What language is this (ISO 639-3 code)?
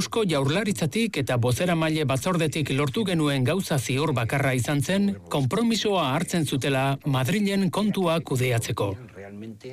eus